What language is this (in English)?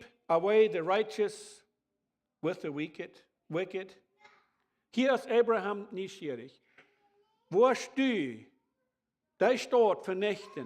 Plautdietsch